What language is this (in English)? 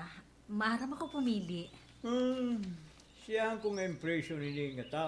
Waray